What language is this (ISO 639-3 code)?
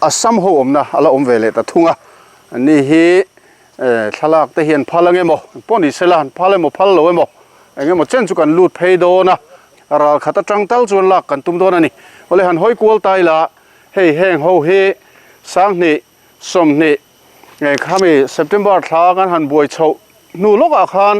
lus